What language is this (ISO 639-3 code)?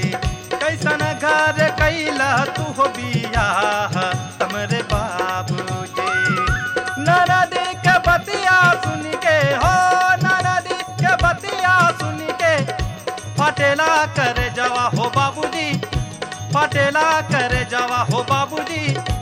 bho